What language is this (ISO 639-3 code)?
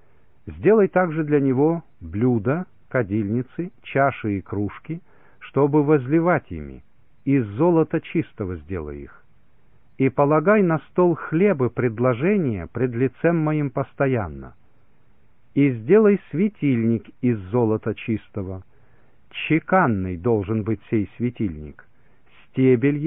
rus